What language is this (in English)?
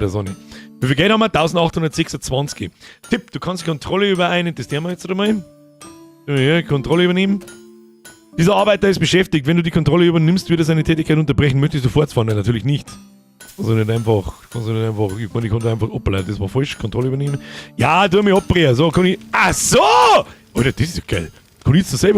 Bavarian